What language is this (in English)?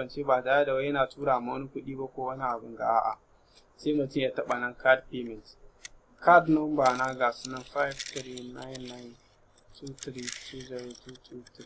Hausa